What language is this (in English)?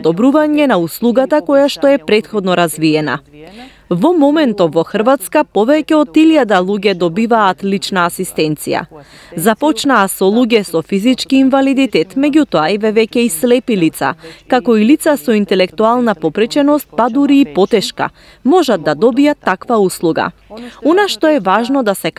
Macedonian